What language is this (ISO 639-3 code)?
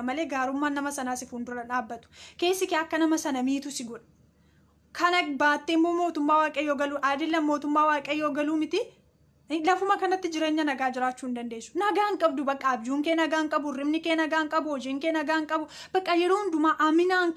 orm